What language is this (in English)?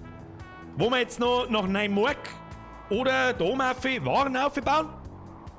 Bavarian